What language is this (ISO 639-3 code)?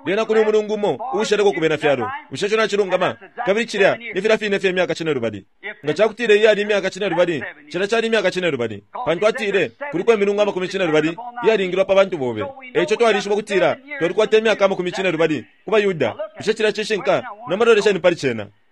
bem